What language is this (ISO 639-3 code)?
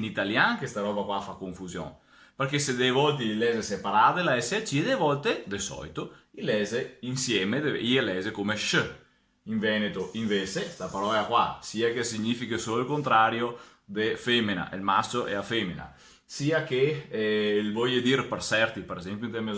vec